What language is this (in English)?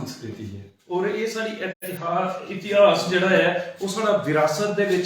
Dogri